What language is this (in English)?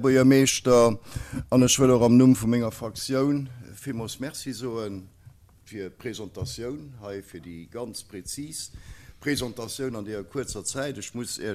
Luxembourgish